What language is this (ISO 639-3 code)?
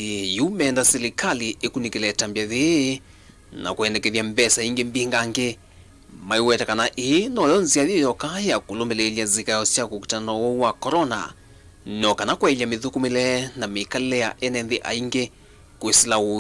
kam